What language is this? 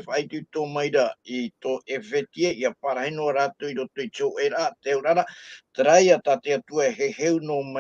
Tahitian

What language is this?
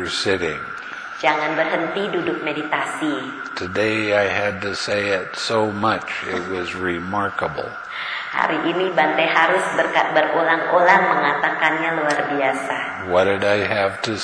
Indonesian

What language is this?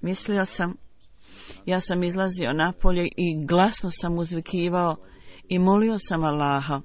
Bosnian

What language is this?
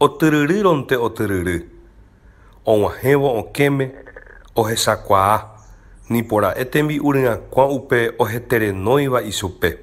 Guarani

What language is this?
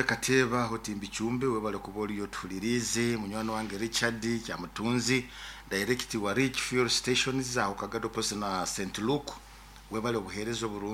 Nyoro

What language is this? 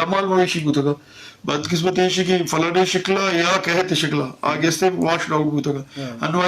Eastern Balochi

